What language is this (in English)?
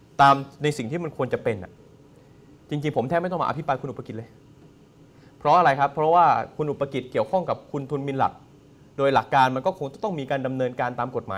Thai